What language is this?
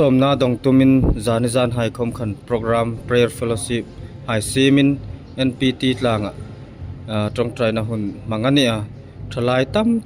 Hmar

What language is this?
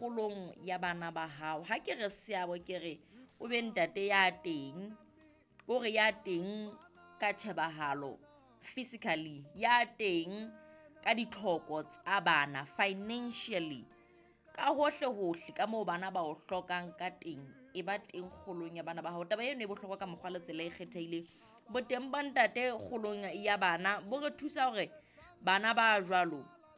Southern Sotho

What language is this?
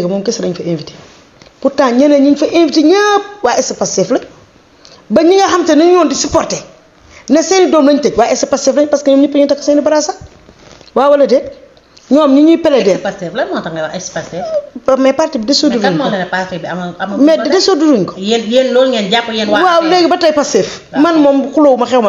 Wolof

